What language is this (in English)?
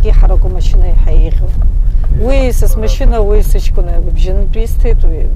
Abkhazian